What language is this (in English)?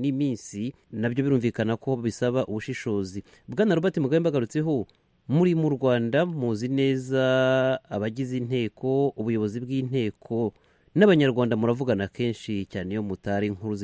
Kinyarwanda